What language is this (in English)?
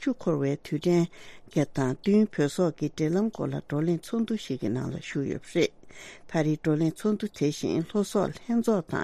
Tibetan